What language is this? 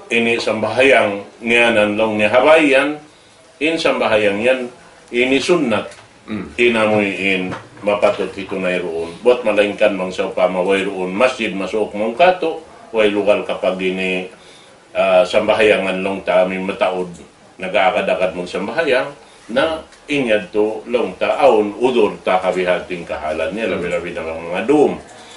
Tausug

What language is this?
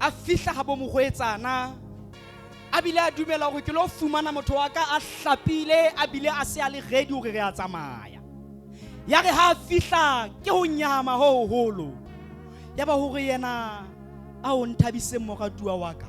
Southern Sotho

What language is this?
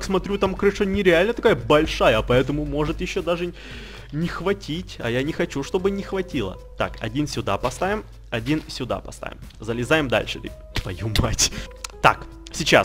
Russian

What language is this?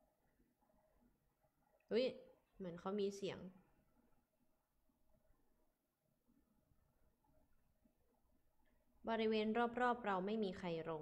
Thai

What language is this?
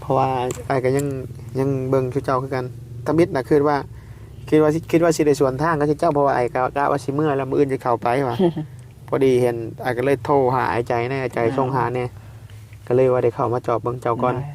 Northeastern Thai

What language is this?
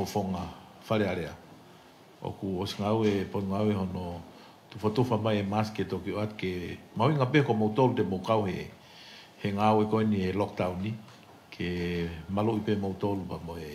Tongan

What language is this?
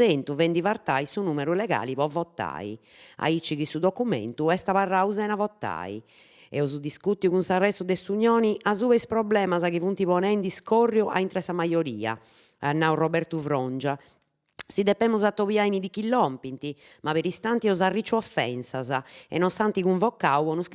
Sardinian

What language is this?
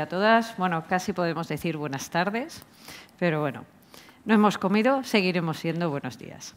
Spanish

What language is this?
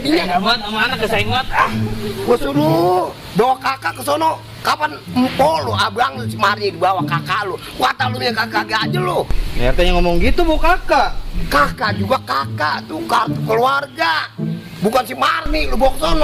Betawi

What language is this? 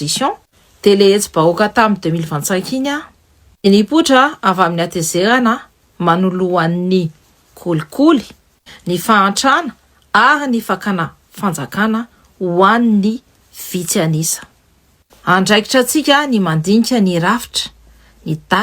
Malagasy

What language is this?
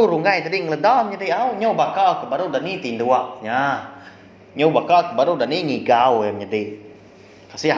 Iban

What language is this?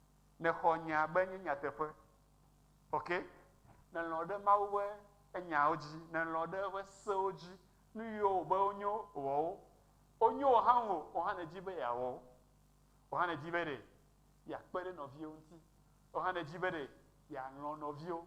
Ewe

